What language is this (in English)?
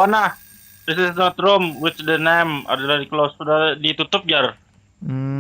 Banjar